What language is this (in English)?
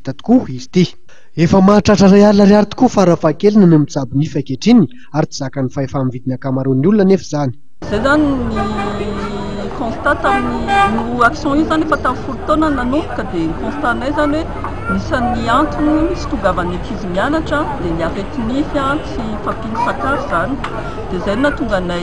Malagasy